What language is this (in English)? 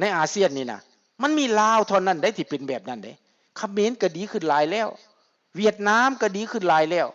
Lao